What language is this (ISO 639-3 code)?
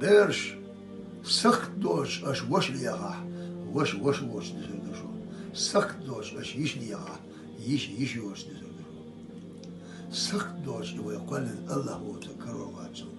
che